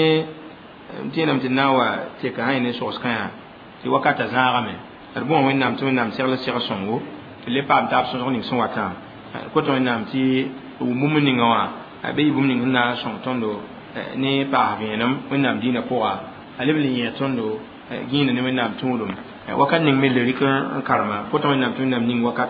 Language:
Mossi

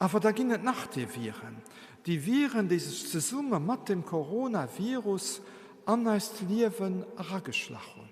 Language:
Luxembourgish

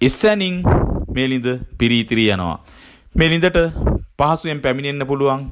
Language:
Sinhala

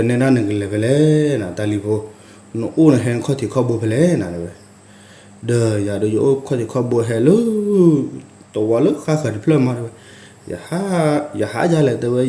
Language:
S'gaw Karen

